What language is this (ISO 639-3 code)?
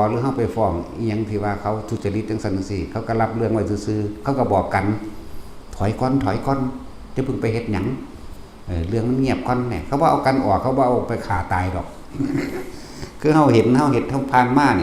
lao